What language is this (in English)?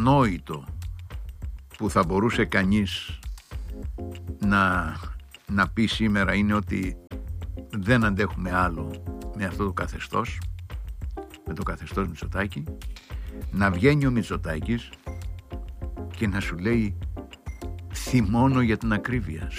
Greek